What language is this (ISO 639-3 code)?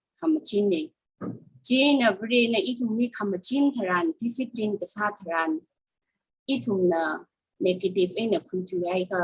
nmf